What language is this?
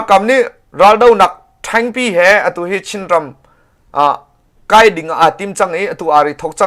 Hakha Chin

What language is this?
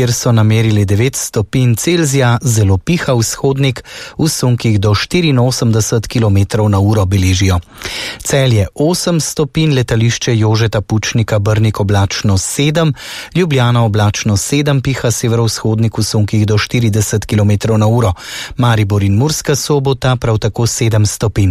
Slovenian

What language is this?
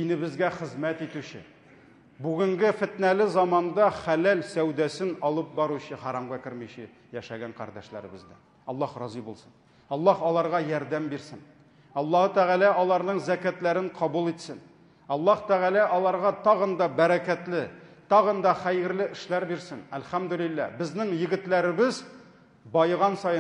Tatar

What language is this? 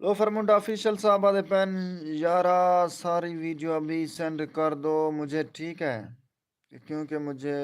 Saraiki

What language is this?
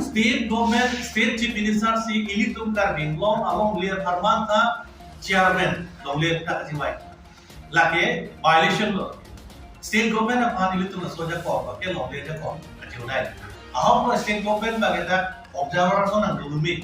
Karbi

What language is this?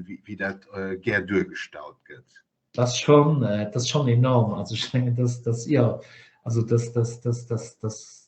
Luxembourgish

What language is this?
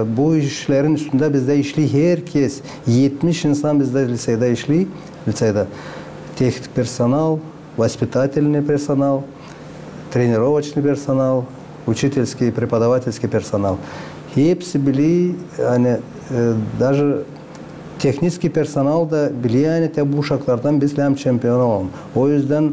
Gagauz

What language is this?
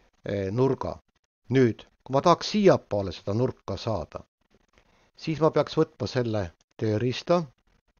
Estonian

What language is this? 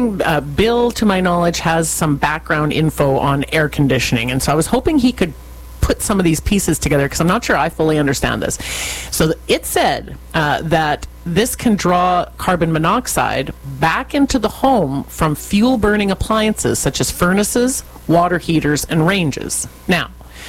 English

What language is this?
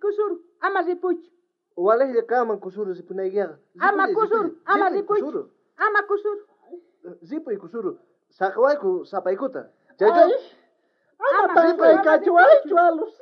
South Bolivian Quechua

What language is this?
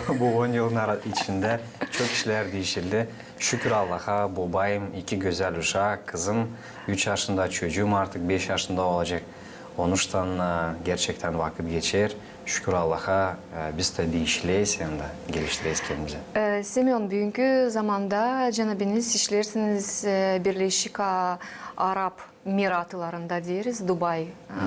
Gagauz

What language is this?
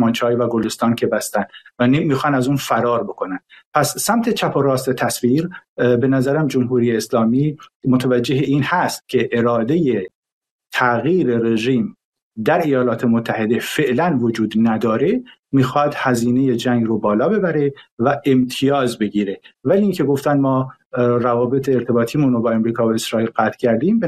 Persian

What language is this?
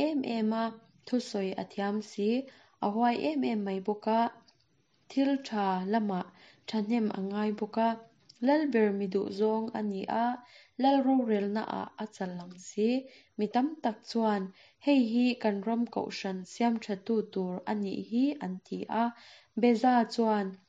Mizo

